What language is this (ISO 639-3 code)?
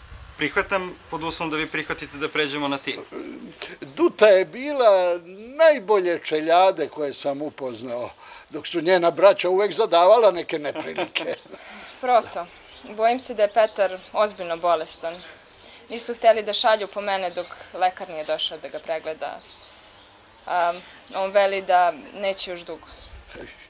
srp